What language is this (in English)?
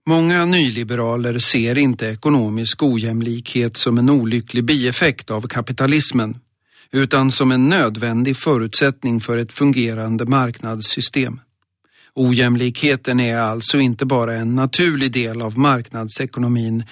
Swedish